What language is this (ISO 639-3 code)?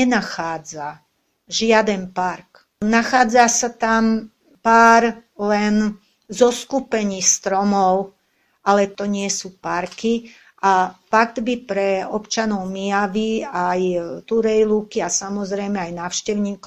slk